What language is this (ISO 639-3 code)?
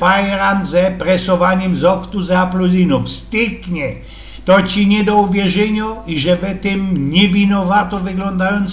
szl